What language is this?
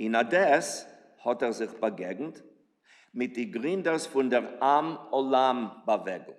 Yiddish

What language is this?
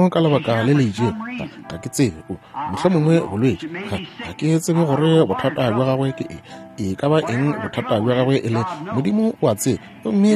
Northern Sotho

